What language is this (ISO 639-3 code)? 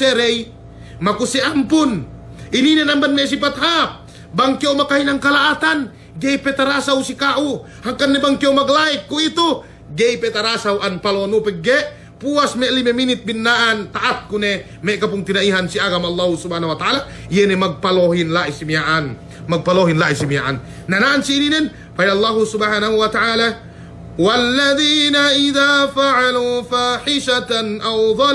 yka